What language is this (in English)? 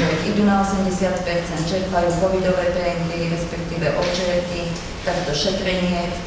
Slovak